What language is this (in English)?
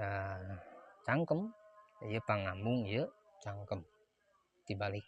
Sundanese